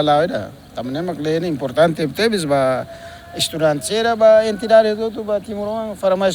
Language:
Tetum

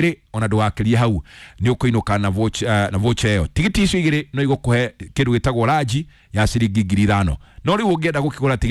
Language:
Kikuyu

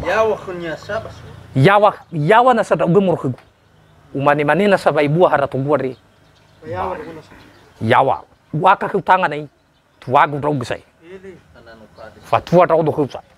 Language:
Nias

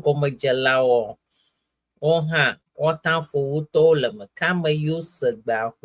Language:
Ewe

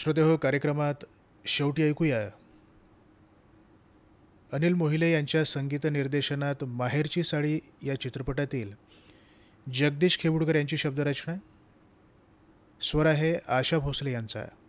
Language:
Marathi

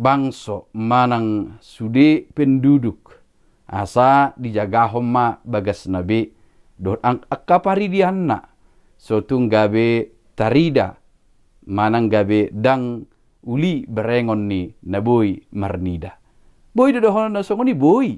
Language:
Batak Toba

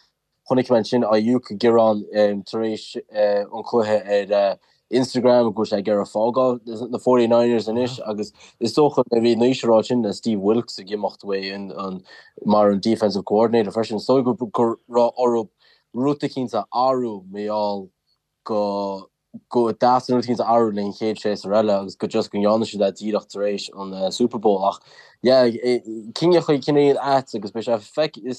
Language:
Irish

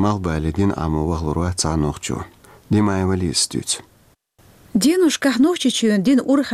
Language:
Chechen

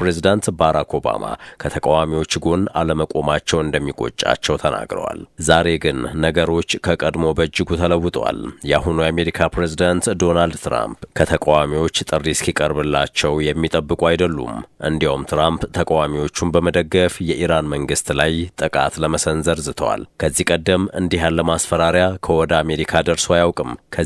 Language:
Amharic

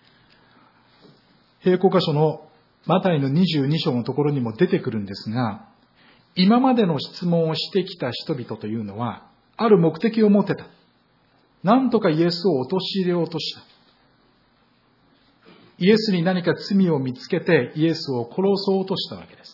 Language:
Japanese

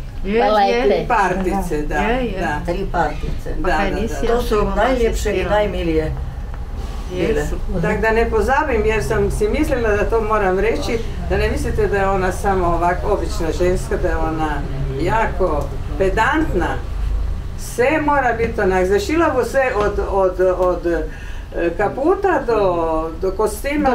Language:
Croatian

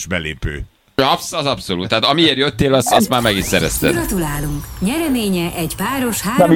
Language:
Hungarian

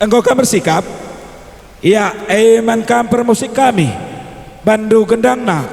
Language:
Batak Karo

